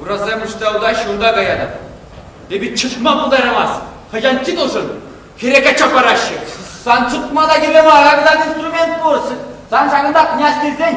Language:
Chuvash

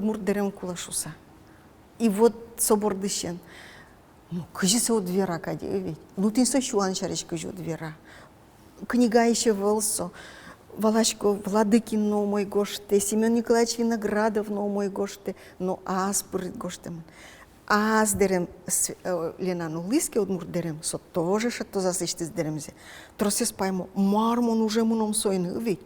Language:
Udmurt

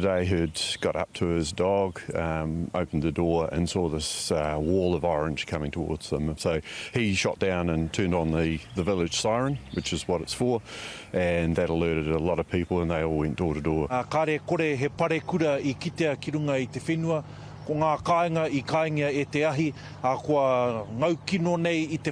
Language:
Māori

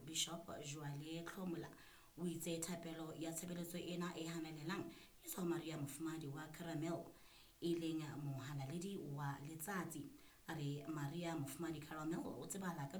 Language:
Southern Sotho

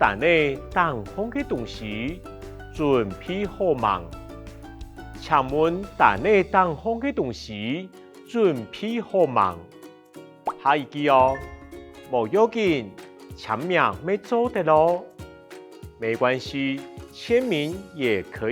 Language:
Hakka Chinese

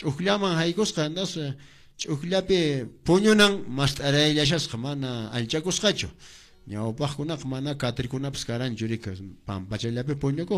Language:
Quechua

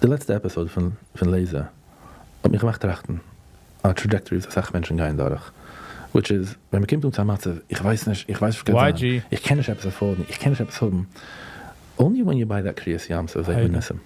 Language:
Yiddish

